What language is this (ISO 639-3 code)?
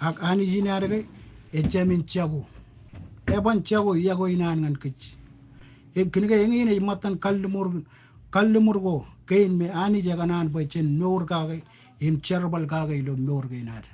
mah